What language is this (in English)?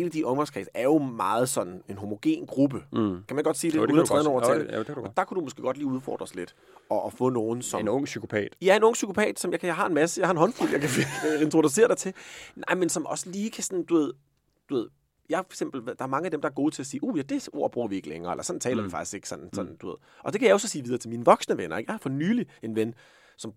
Danish